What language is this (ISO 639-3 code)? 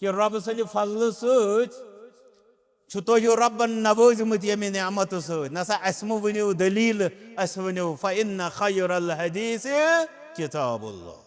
kas